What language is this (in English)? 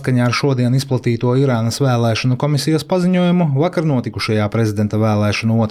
Latvian